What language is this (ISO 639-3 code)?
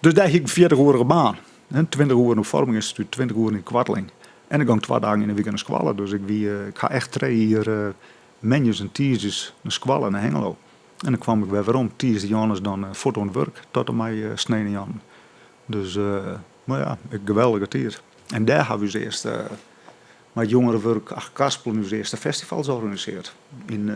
fry